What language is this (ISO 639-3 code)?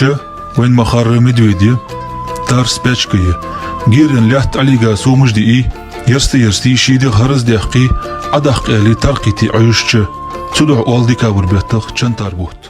inh